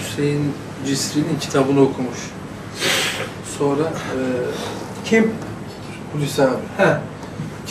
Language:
Turkish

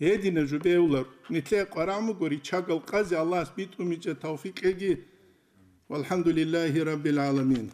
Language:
Avaric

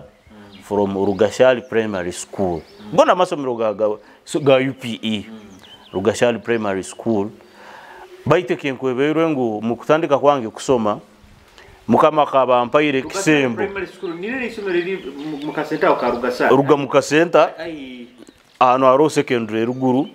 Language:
Nyoro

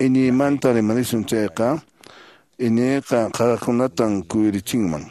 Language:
Quechua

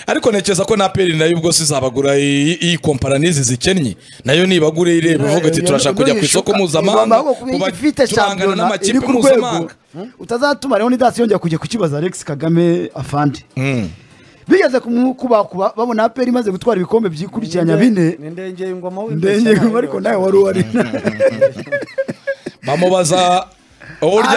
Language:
Kinyarwanda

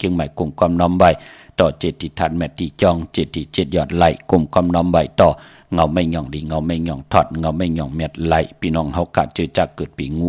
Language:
Shan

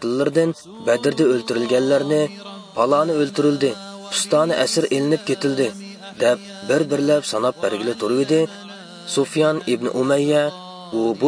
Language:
Uyghur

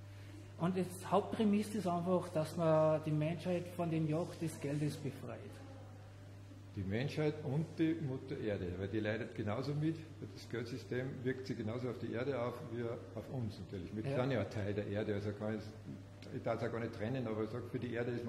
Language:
German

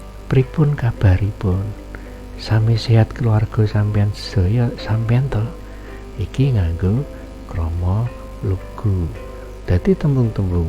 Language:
Javanese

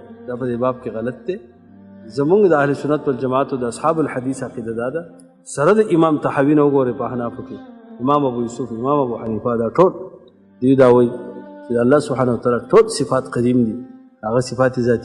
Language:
Pashto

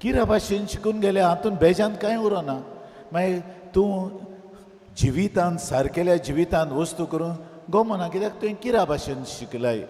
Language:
Konkani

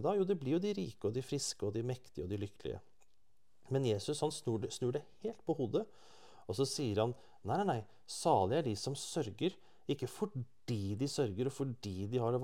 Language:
Norwegian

